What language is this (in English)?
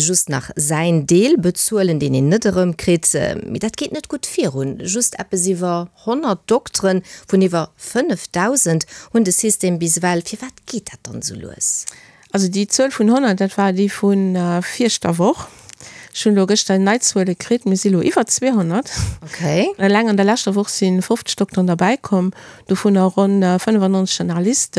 Luxembourgish